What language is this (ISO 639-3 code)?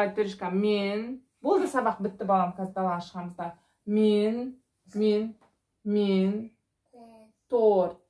kaz